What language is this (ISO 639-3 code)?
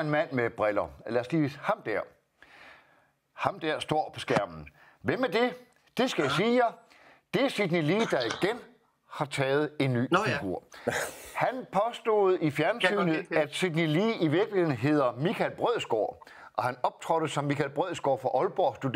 dan